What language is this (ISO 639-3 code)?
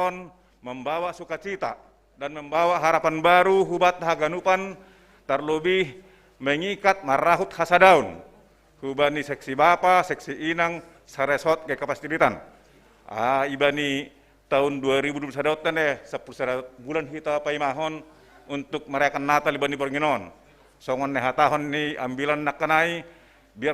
bts